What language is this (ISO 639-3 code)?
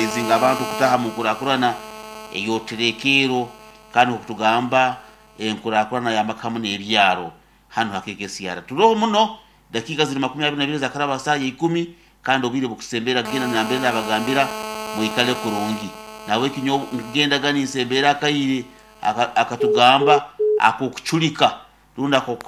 nyn